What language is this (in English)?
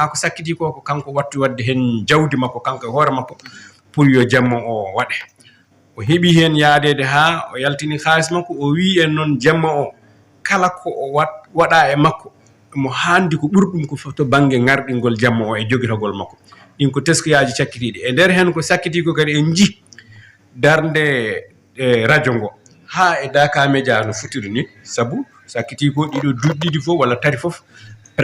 Fula